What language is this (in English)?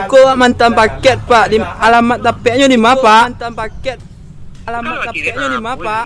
Minangkabau